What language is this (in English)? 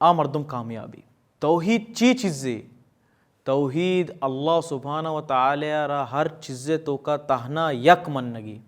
Baluchi